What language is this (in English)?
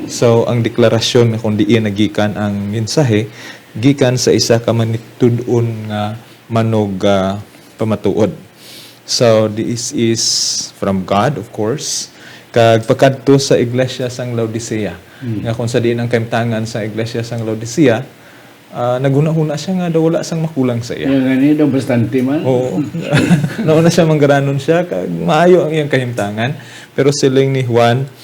Hiligaynon